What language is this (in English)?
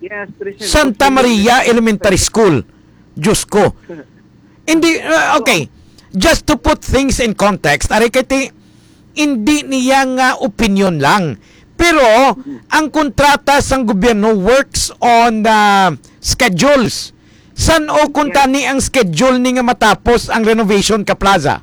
Hiligaynon